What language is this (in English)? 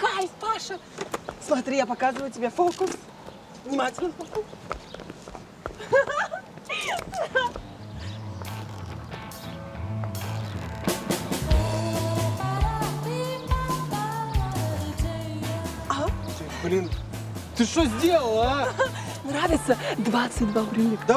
Russian